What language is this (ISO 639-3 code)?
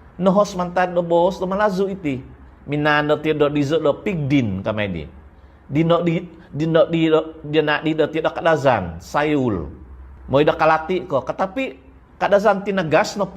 dtp